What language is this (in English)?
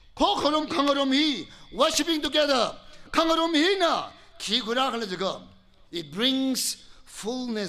Tangkhul Naga (India)